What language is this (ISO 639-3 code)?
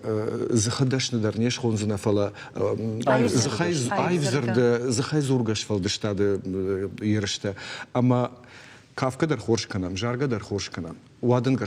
oss